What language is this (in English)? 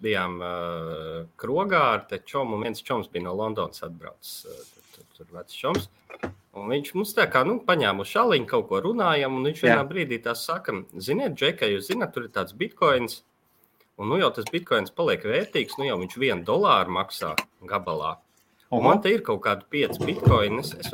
Latvian